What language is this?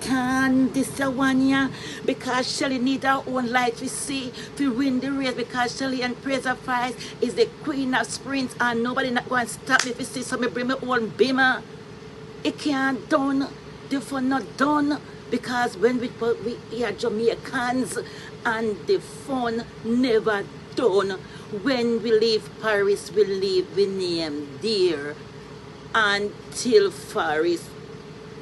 Jamaican Creole English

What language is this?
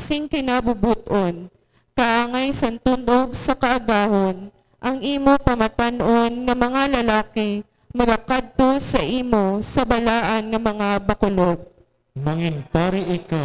Hiligaynon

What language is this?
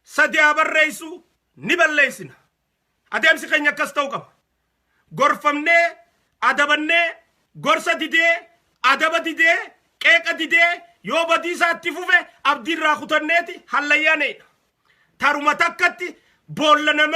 Oromo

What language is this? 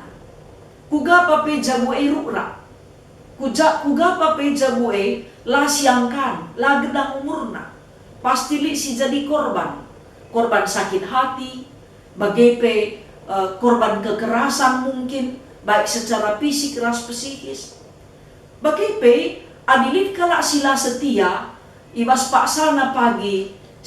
Batak Karo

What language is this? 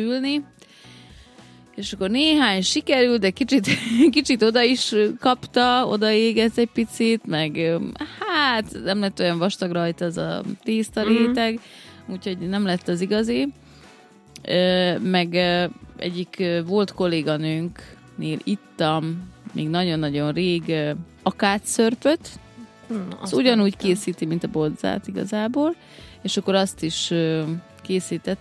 Hungarian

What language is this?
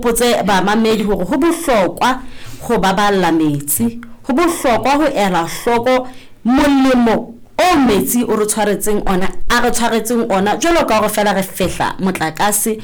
Southern Sotho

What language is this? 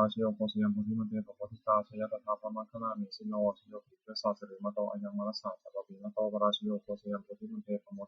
Pali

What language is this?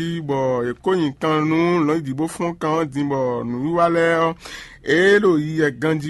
Fon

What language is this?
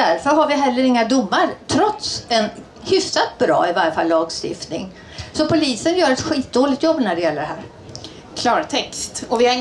Swedish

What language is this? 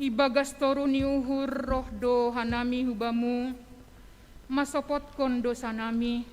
Batak Simalungun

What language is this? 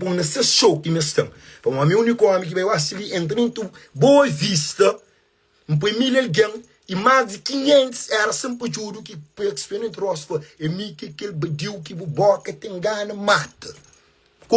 Kabuverdianu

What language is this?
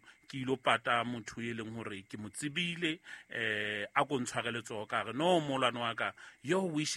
Southern Sotho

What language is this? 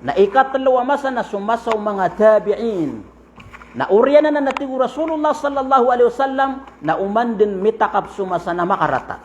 Maranao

